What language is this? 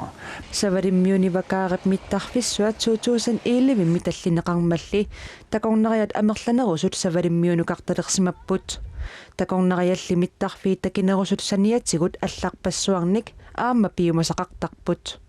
Kalaallisut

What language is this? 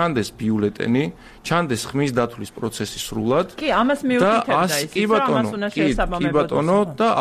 Georgian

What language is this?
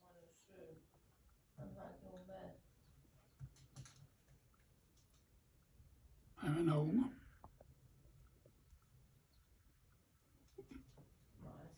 Danish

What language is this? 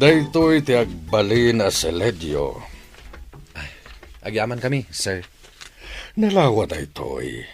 Iloko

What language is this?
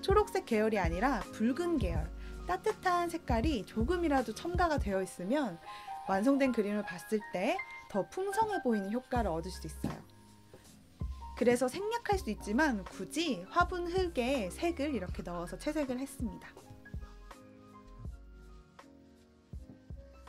Korean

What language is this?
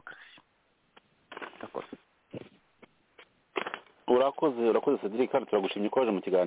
Kinyarwanda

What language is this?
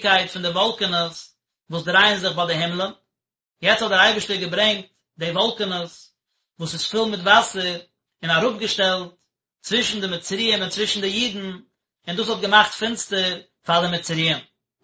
Yiddish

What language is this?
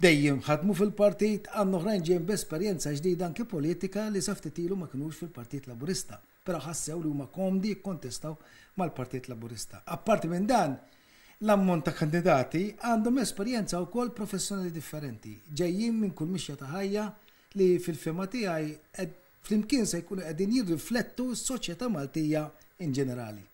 Maltese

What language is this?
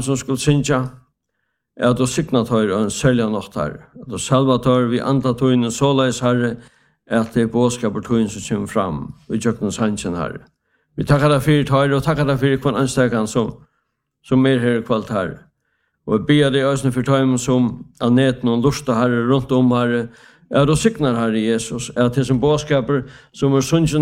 Danish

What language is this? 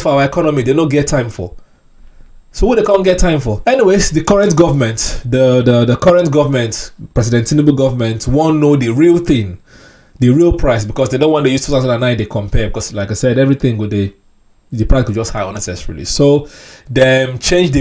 Nigerian Pidgin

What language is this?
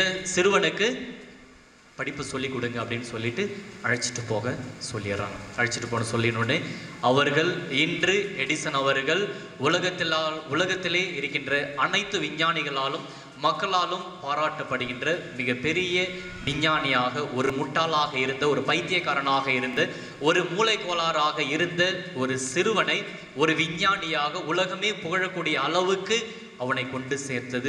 Tamil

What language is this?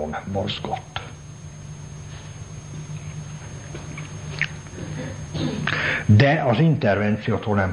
Hungarian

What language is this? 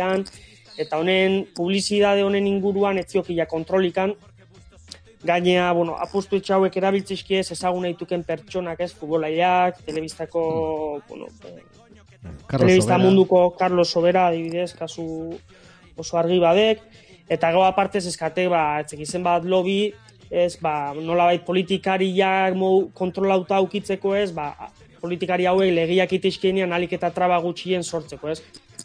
Basque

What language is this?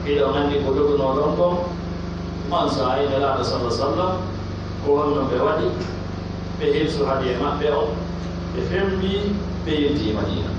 Pular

